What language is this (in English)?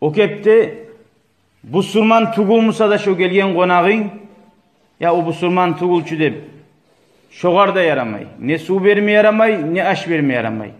Kumyk